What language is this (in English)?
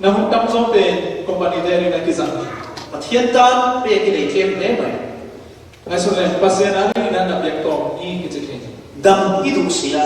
Falam Chin